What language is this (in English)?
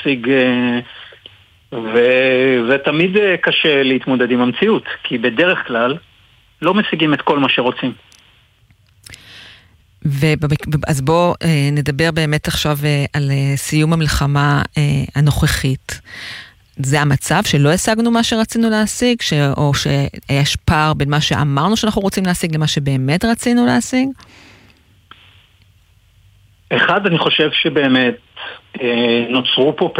Hebrew